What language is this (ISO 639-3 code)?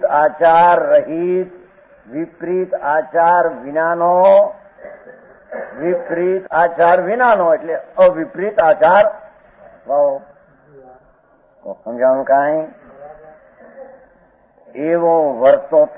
guj